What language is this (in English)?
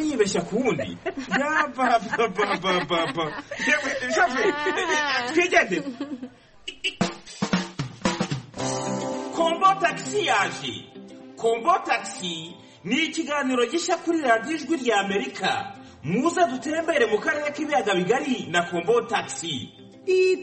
Kinyarwanda